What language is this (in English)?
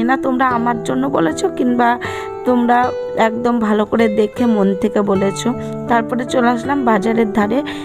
Bangla